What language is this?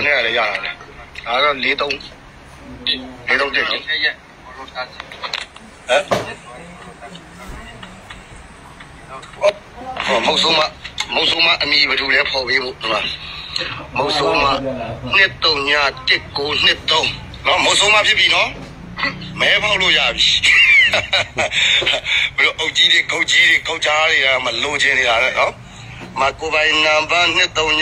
Burmese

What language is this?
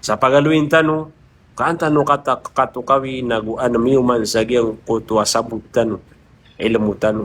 Maranao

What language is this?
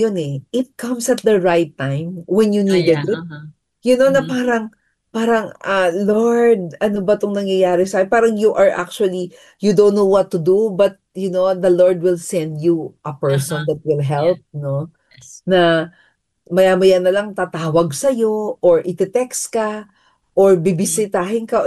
Filipino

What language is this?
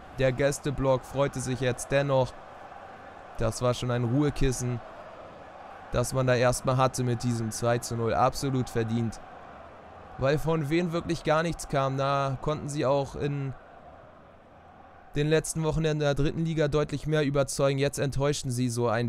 German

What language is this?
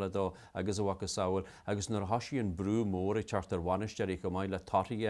Irish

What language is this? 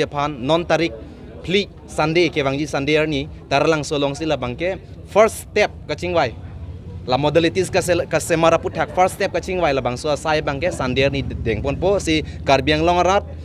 Karbi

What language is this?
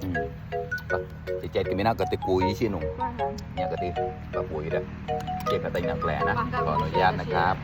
Mon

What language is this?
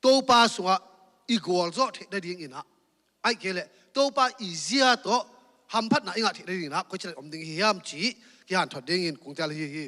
Tedim Chin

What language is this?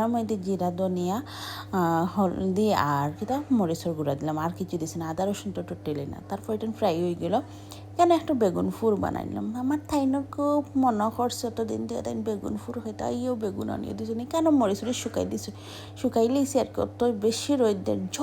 Sylheti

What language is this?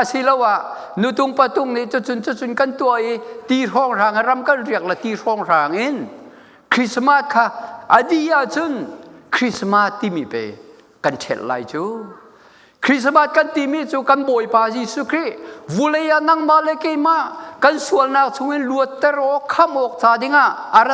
Hakha Chin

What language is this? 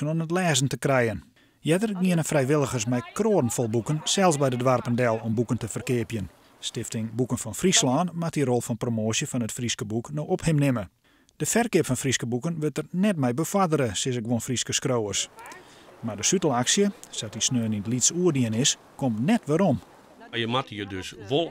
Western Frisian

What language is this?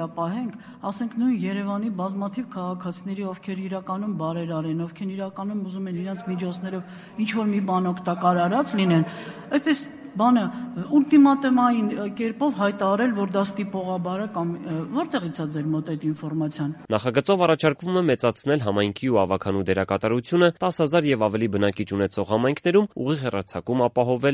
Armenian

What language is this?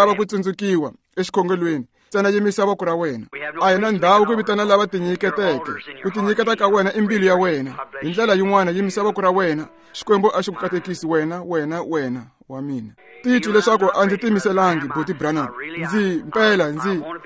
Tsonga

